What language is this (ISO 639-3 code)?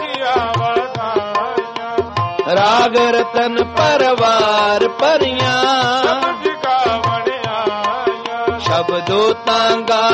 pan